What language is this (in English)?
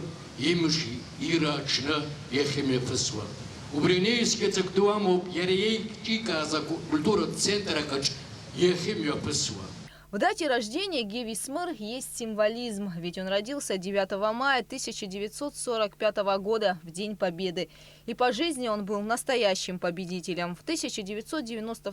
Abkhazian